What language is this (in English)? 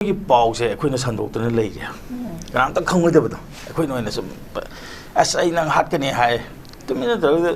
Manipuri